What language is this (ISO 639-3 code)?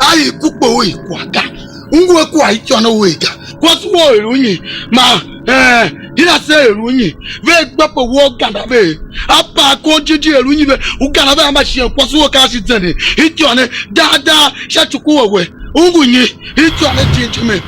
tiv